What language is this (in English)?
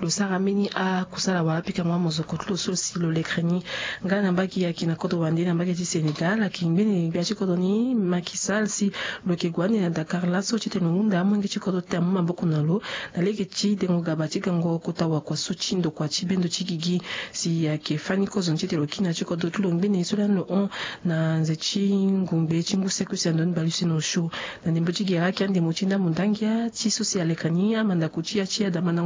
Sango